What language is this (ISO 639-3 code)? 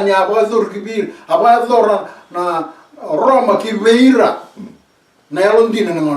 fij